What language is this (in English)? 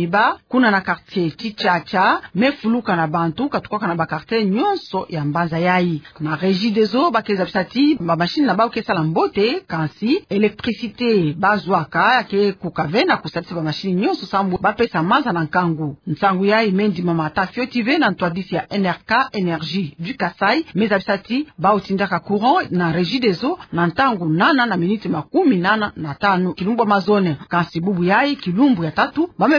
Kituba (Democratic Republic of Congo)